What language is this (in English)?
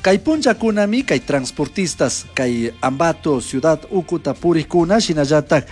Chimborazo Highland Quichua